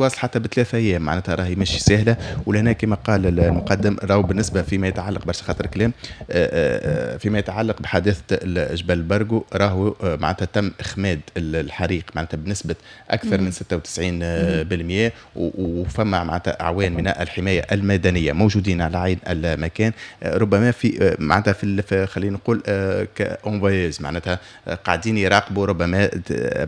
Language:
Tunisian Arabic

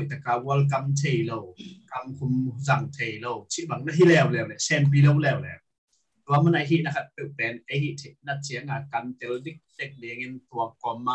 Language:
Tedim Chin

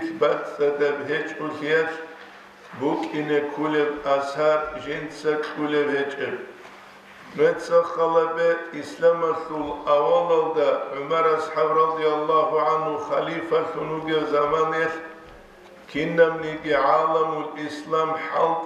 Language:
Avaric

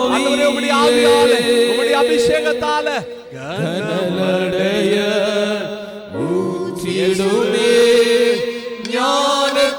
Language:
Tamil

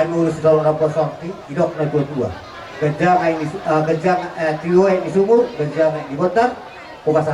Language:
Batak Toba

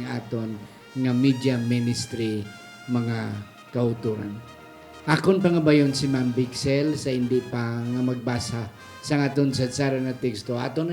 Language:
Hiligaynon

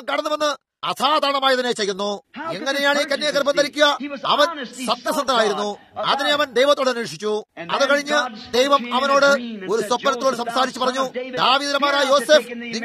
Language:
Malayalam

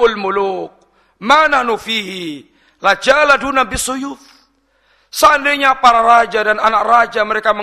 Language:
Indonesian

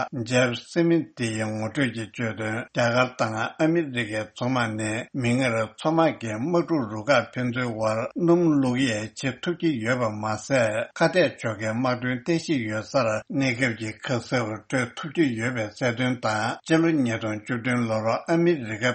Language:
Tibetan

